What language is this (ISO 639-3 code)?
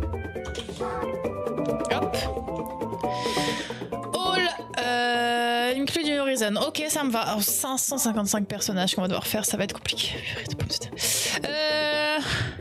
fra